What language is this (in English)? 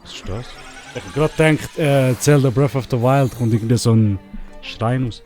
Swiss German